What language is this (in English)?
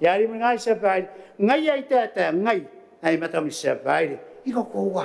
Gilbertese